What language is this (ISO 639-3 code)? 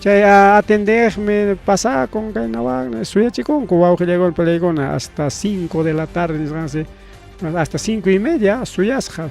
quy